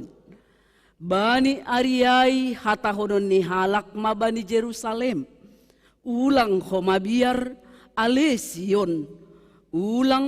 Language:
Batak Simalungun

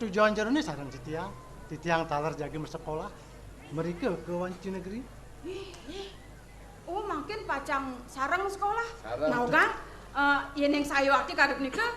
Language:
Balinese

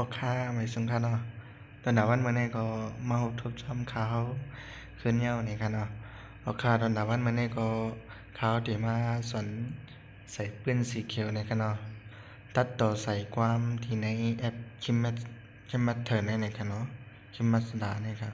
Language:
Shan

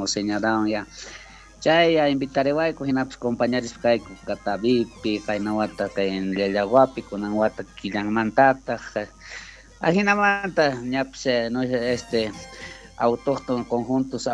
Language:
South Bolivian Quechua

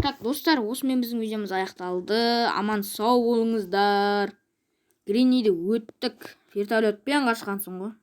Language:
Kazakh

